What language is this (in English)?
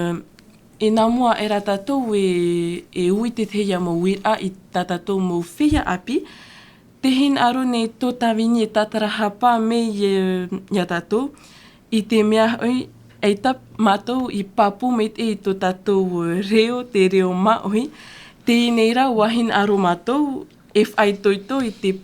Tahitian